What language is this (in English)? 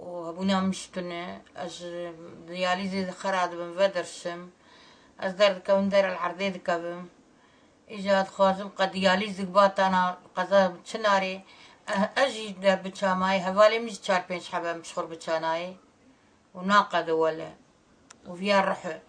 Kurdish